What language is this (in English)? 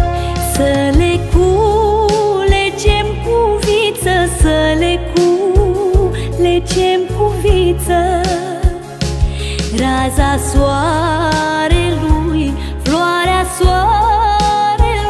Romanian